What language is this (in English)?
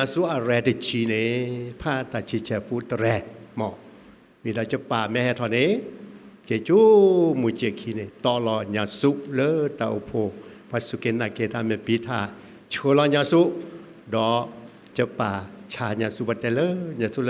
S'gaw Karen